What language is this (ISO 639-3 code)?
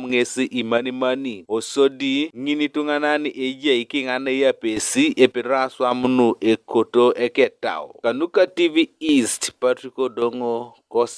teo